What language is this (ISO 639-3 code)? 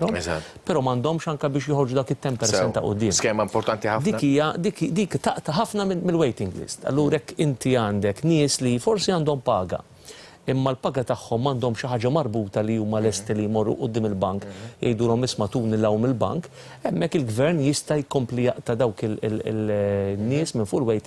mlt